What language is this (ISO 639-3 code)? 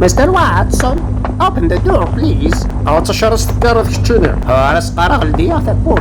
kab